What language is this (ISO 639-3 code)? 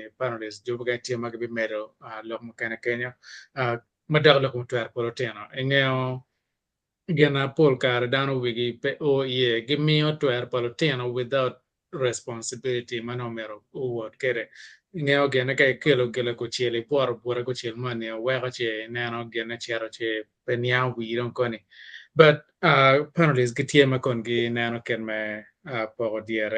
ach